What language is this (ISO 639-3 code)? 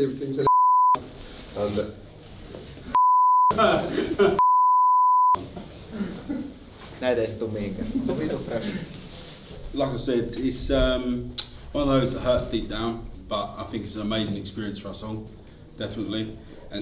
fin